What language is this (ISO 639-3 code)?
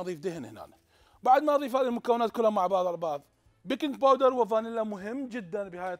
acm